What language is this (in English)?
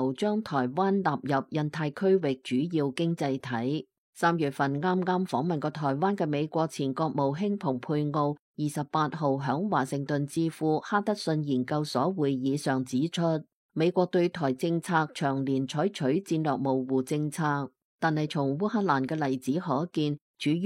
Cantonese